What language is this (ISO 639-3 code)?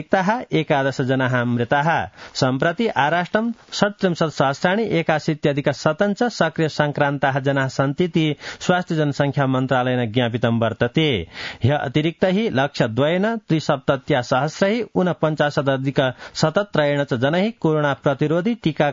san